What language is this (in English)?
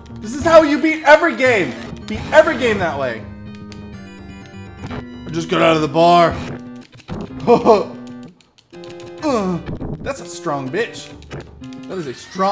English